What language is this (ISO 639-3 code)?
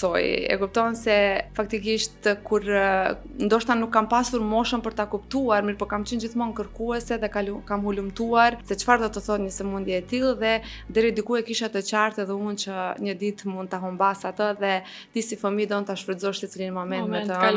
sqi